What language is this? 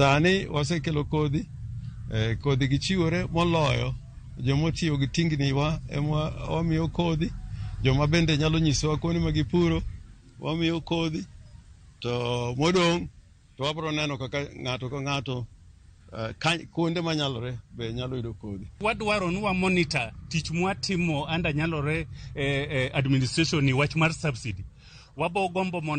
Luo (Kenya and Tanzania)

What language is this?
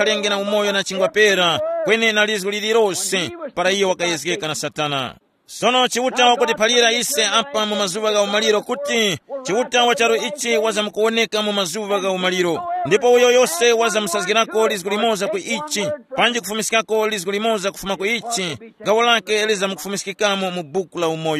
Tumbuka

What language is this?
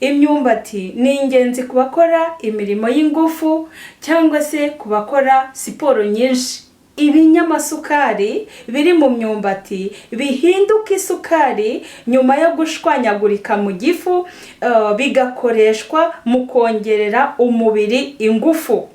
Kinyarwanda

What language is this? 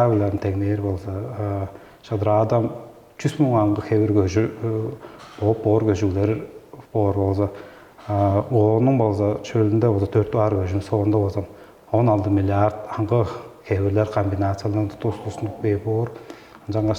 Tuvinian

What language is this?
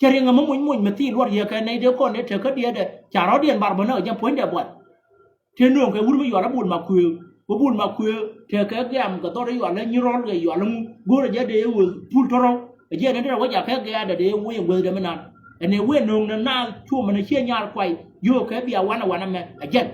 Nuer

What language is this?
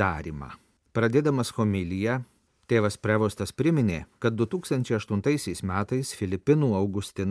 Lithuanian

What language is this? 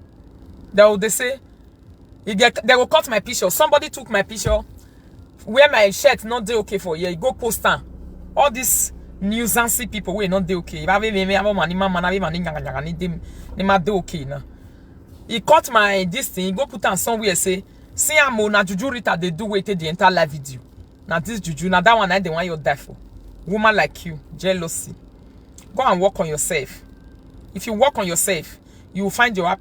Nigerian Pidgin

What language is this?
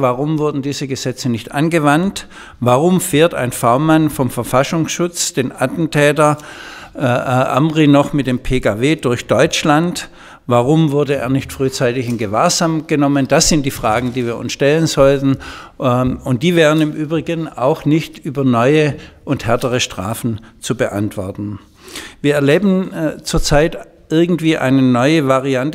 German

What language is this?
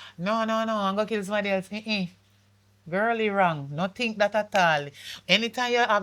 Jamaican Creole English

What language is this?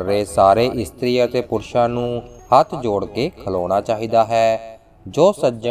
Punjabi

